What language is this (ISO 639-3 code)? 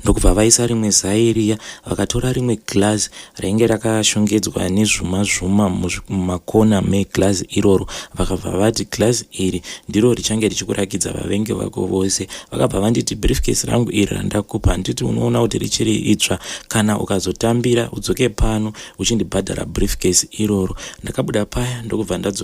sna